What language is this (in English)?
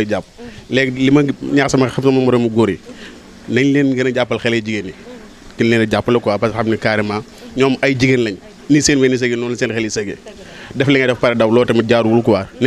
Wolof